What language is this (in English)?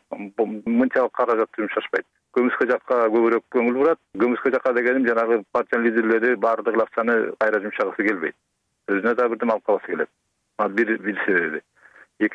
Kyrgyz